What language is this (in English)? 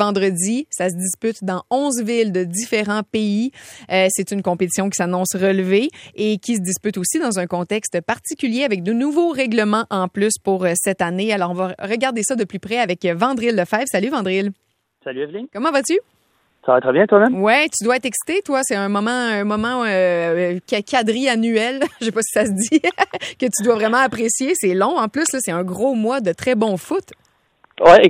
French